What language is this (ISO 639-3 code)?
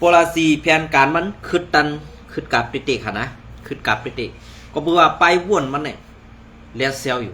shn